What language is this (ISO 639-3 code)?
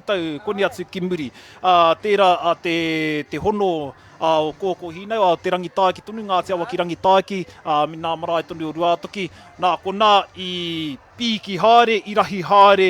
mri